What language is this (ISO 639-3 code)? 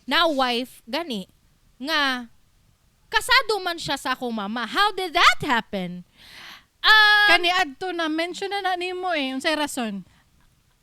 ceb